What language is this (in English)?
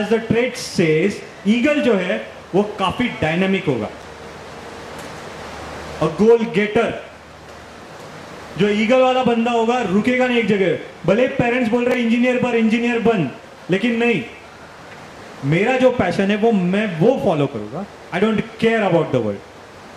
Hindi